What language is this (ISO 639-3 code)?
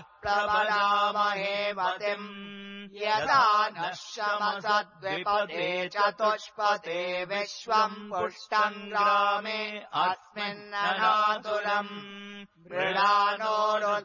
san